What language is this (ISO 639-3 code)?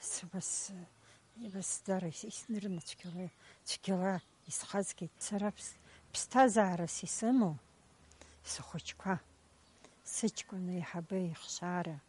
abk